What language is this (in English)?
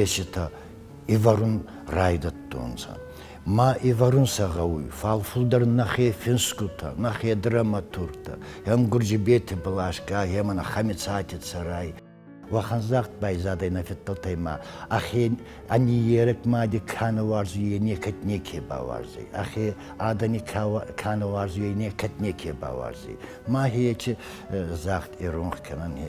Ossetic